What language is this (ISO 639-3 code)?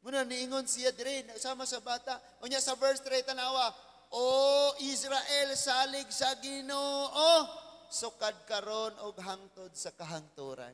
ceb